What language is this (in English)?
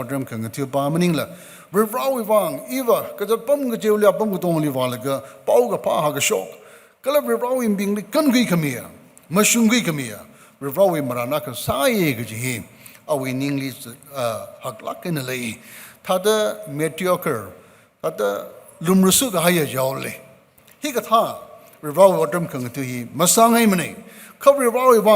Tangkhul Naga (India)